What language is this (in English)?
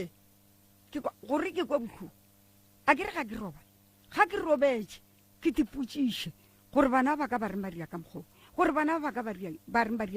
Northern Sotho